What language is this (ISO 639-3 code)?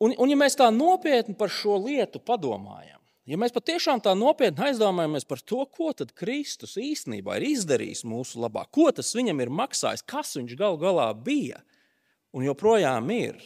lav